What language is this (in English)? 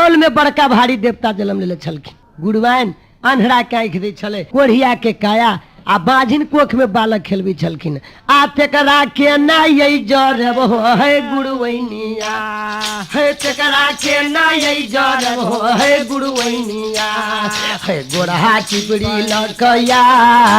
Maithili